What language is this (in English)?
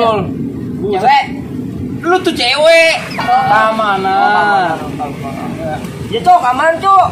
Betawi